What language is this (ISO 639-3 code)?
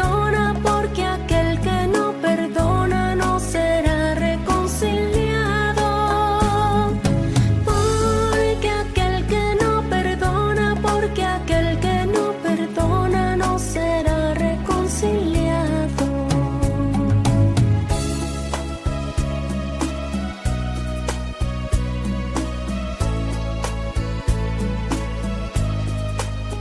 spa